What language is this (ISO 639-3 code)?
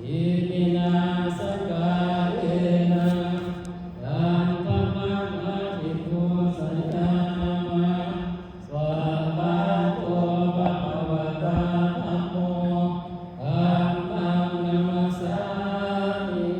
pli